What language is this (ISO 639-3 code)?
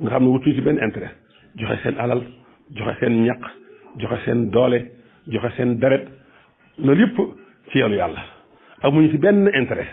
wol